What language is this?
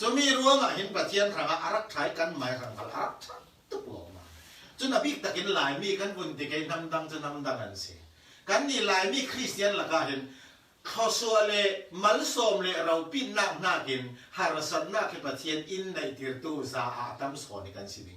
Falam Chin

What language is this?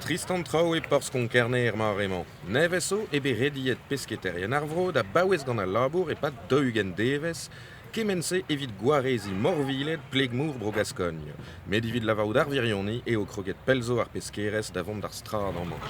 Breton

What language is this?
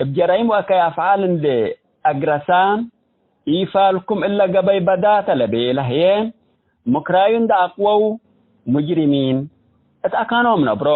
Tigre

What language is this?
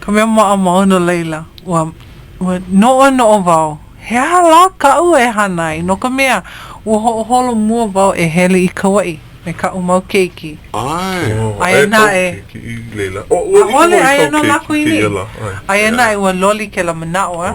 Hawaiian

